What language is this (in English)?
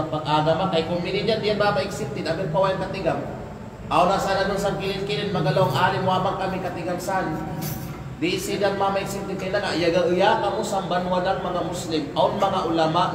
Kalagan